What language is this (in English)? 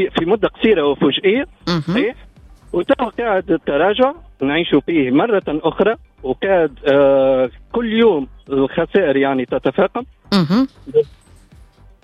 Tunisian Arabic